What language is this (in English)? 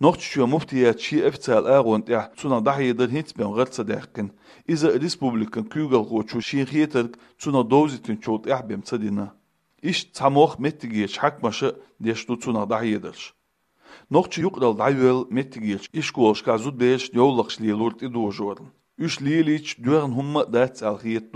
Chechen